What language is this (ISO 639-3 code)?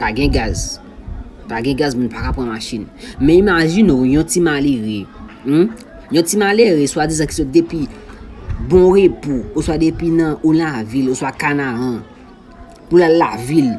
hat